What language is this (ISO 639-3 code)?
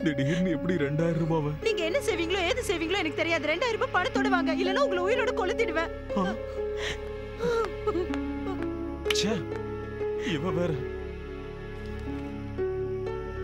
tam